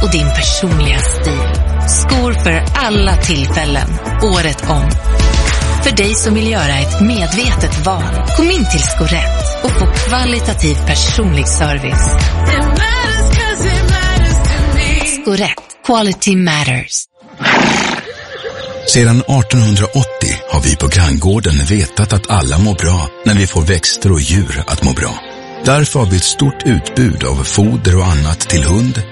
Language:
Swedish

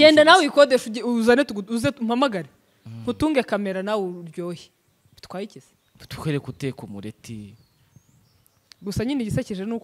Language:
Kinyarwanda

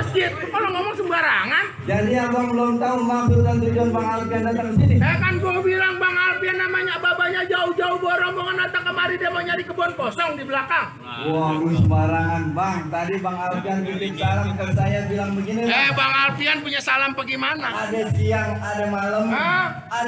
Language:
Betawi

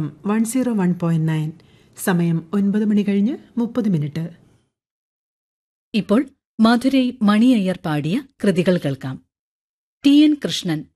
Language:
Malayalam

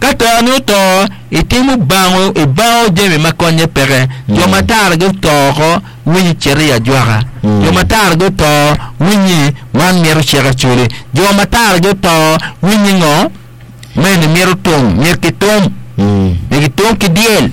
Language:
Acoli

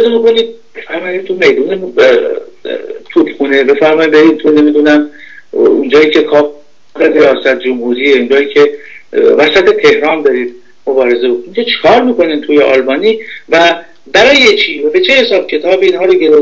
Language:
Persian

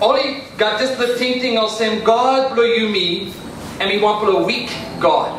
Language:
Tok Pisin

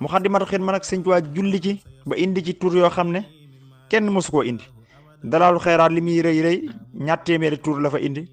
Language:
Wolof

